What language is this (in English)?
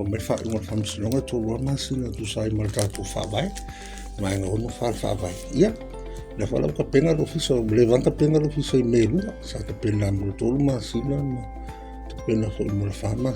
Samoan